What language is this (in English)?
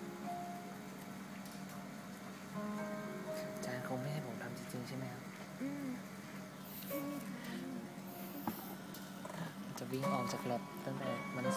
Thai